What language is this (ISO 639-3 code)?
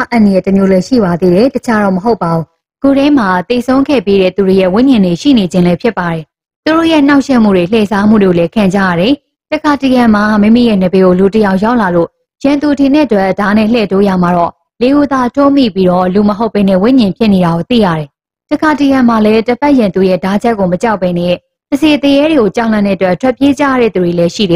mya